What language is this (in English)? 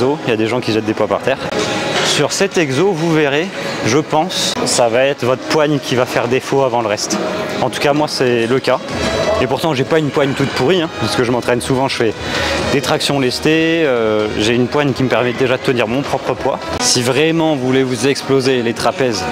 French